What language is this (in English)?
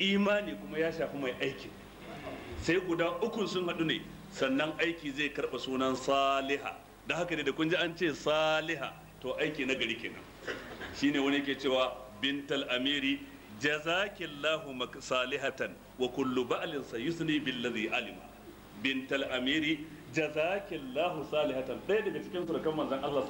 Hausa